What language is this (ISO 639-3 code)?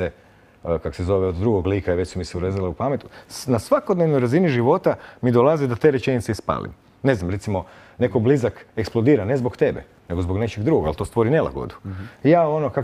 hrv